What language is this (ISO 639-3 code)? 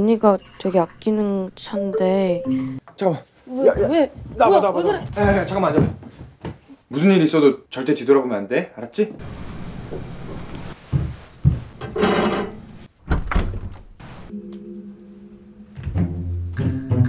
kor